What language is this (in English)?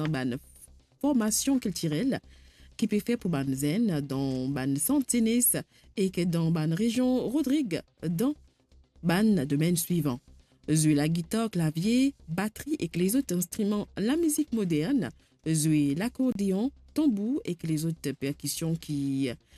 Morisyen